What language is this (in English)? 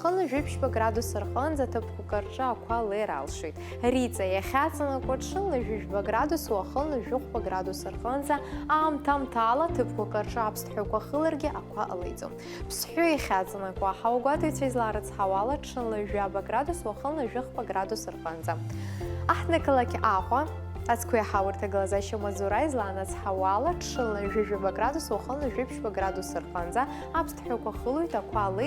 Abkhazian